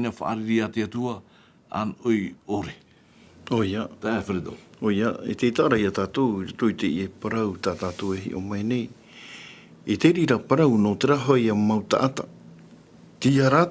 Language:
Tahitian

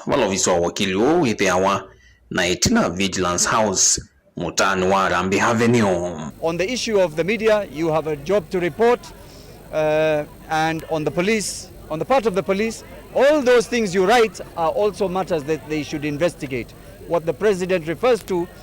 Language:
Kamba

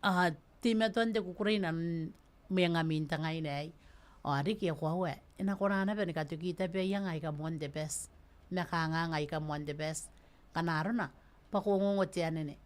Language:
Gilbertese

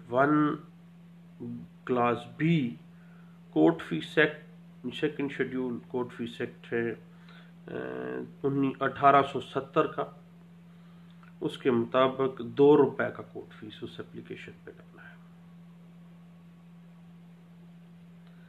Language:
Urdu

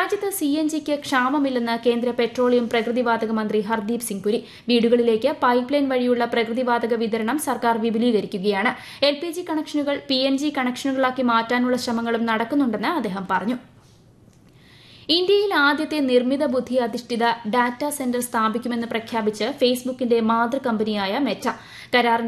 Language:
Malayalam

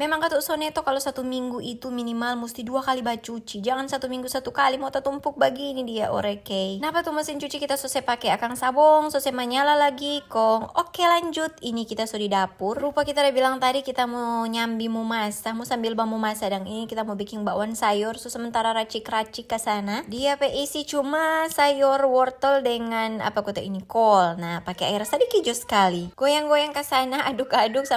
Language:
Manado Malay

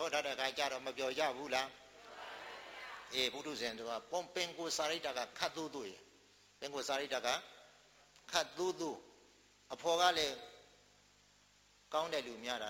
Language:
Burmese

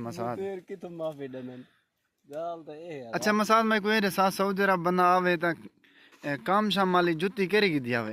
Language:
Saraiki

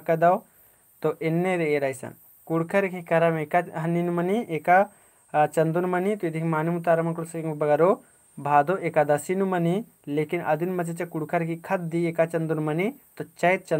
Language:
Kurukh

